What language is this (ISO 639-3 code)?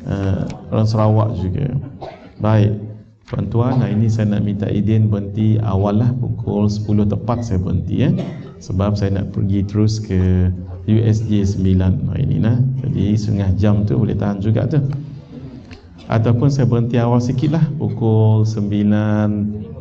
msa